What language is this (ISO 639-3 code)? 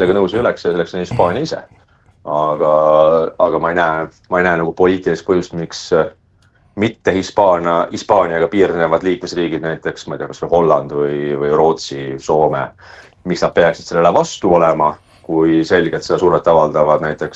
est